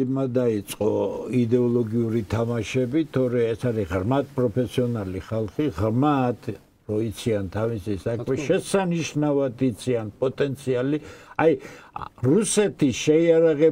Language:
Georgian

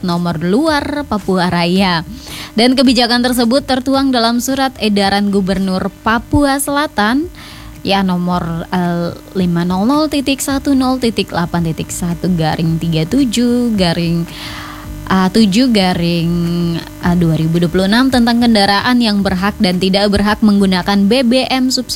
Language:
Indonesian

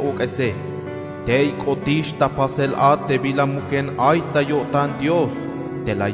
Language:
Tzeltal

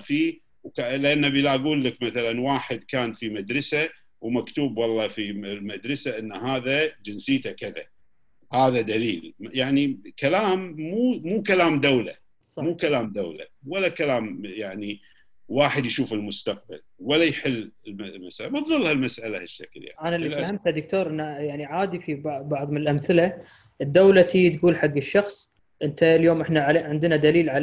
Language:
Gulf Arabic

